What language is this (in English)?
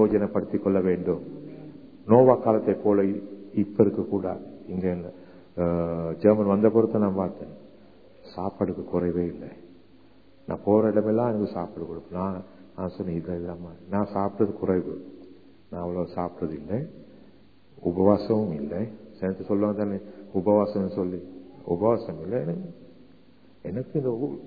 Tamil